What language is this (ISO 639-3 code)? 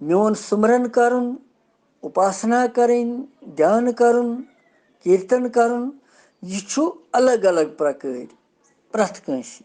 kas